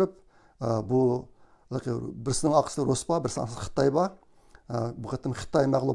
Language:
Uyghur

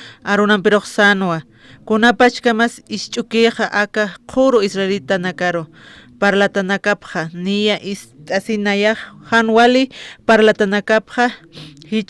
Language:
Aymara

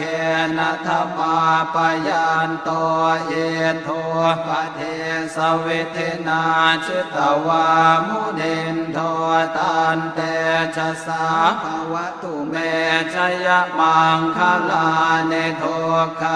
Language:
Pali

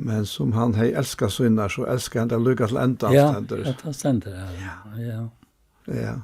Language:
Faroese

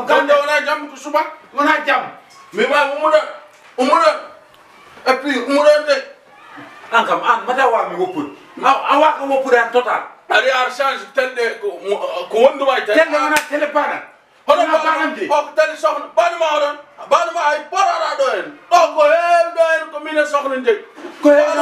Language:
Fula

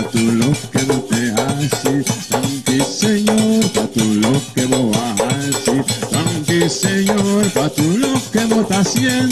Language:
Papiamento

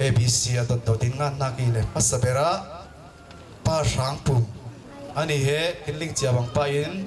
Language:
Falam Chin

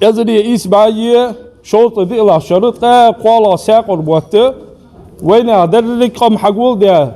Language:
Ingush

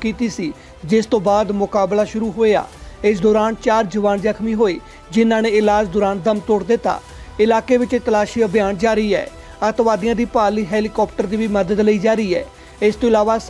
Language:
Punjabi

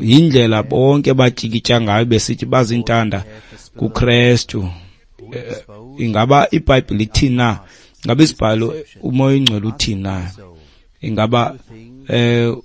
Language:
Xhosa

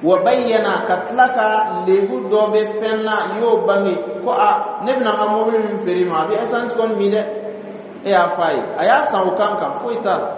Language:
Dyula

